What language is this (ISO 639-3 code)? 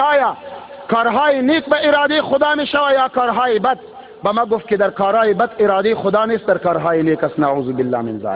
tgk